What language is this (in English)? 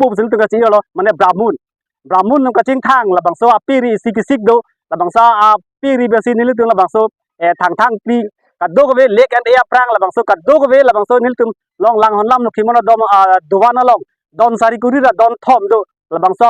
Karbi